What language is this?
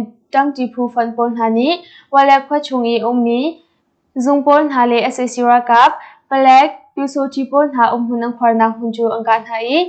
Hakha Chin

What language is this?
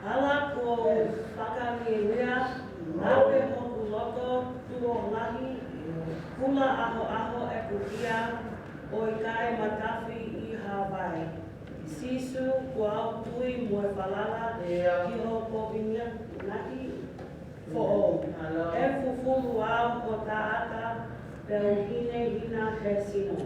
Tongan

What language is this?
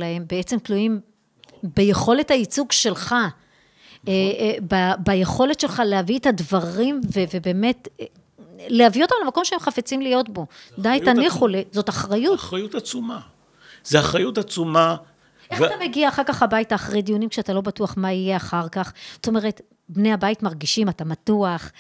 Hebrew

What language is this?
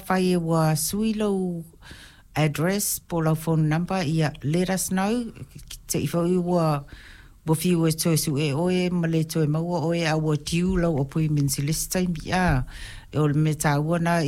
Samoan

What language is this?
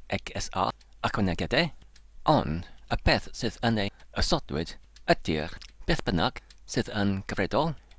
Welsh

